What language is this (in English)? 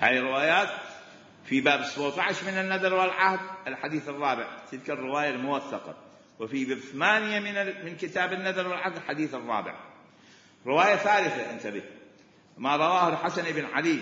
Mesopotamian Arabic